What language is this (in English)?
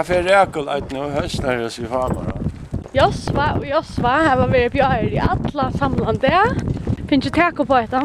Faroese